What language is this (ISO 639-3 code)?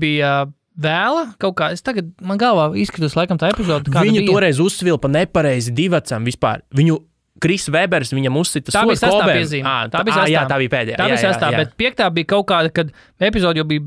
lav